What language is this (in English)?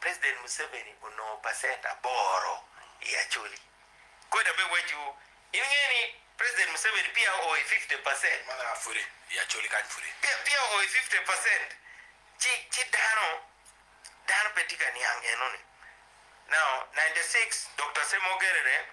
Acoli